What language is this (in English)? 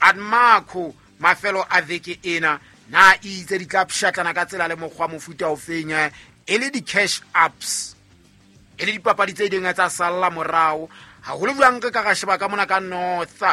Southern Sotho